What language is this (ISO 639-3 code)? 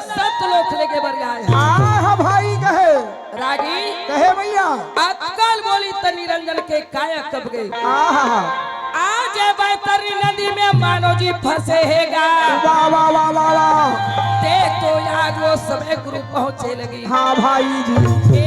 hne